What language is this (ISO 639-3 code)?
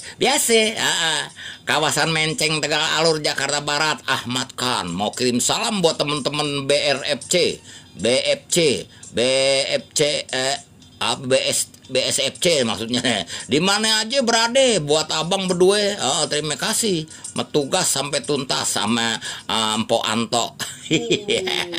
bew